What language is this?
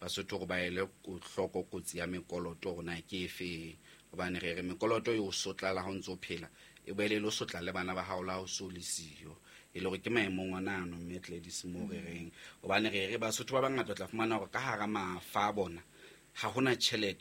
Southern Sotho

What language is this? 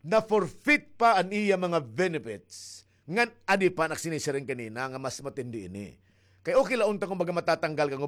Waray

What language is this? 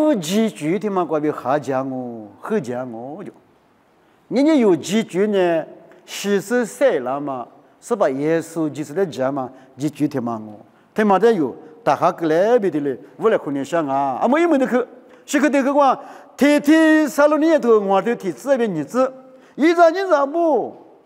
Lisu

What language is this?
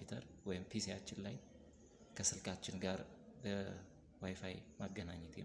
Amharic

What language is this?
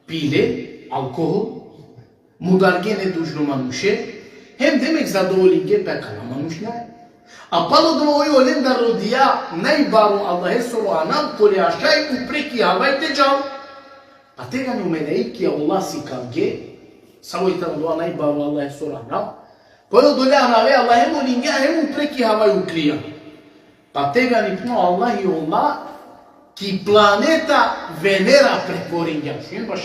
Balkan Romani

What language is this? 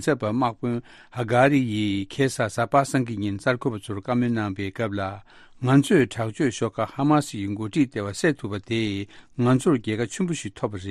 Tibetan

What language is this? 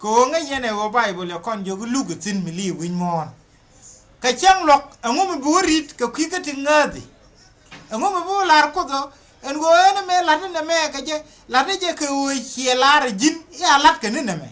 Nuer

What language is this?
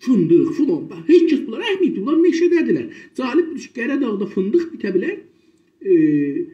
South Azerbaijani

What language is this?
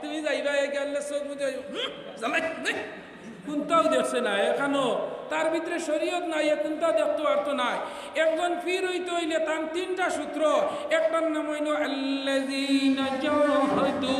Sylheti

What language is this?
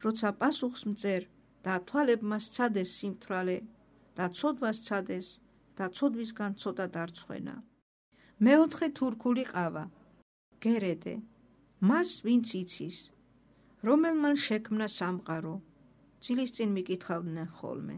Georgian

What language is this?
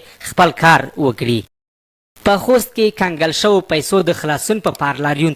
Pashto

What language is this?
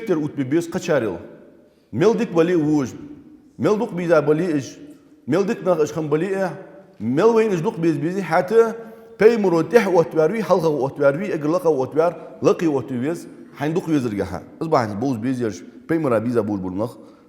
Ingush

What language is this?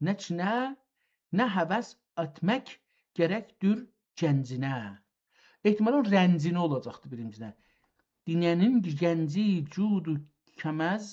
South Azerbaijani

